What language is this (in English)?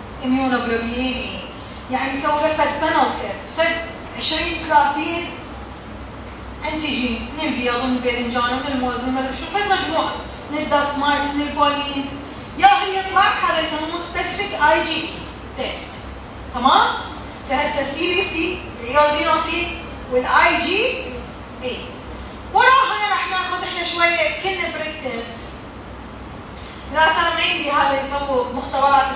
Mesopotamian Arabic